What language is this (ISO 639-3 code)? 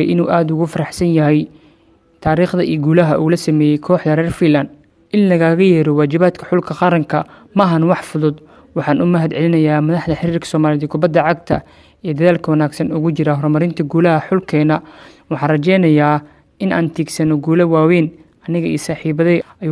som